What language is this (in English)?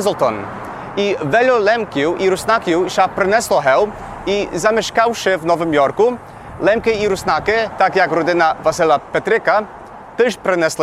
Rusyn